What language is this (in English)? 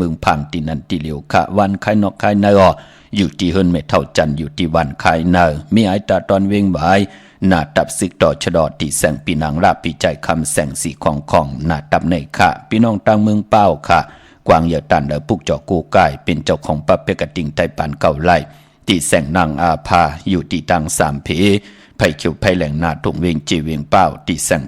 Shan